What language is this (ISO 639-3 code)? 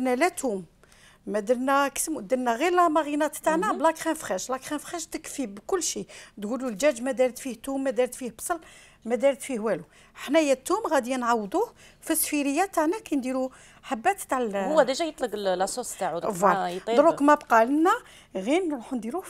arq